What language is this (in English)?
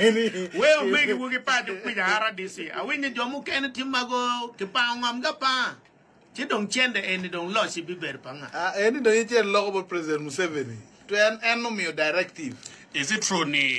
Acoli